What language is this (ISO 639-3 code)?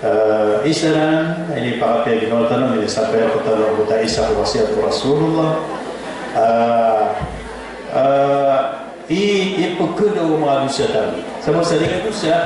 mrw